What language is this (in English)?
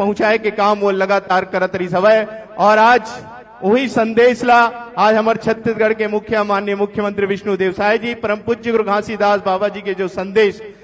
Chhattisgarhi